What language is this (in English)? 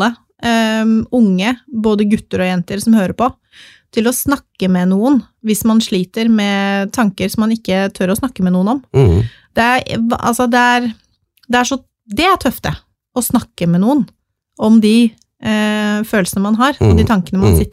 Norwegian